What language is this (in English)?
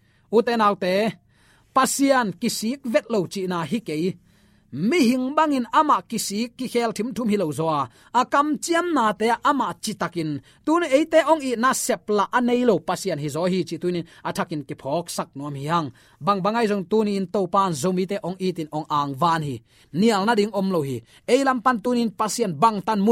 Tedim Chin